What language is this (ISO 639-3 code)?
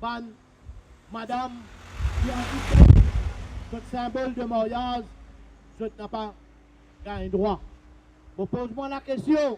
mfe